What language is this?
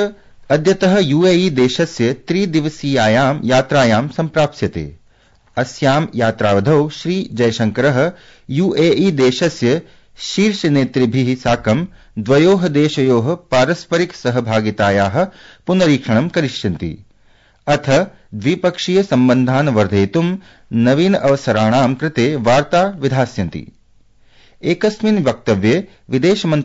Sanskrit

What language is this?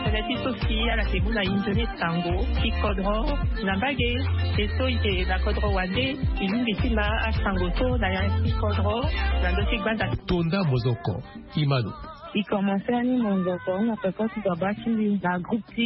Sango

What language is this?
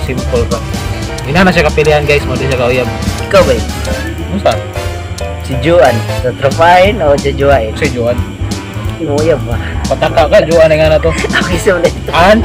Cebuano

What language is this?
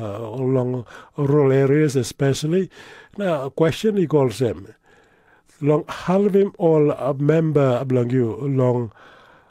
Tok Pisin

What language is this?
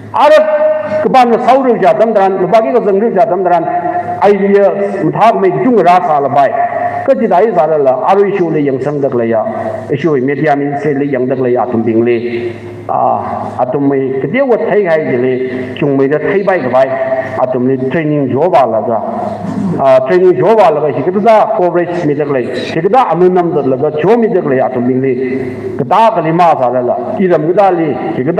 Tangkhul Naga (India)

